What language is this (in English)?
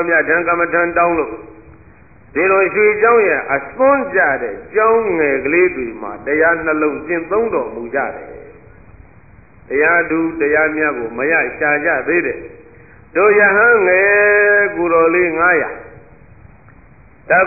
Burmese